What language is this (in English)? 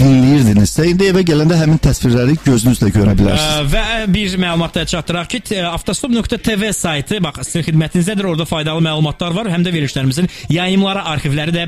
Azerbaijani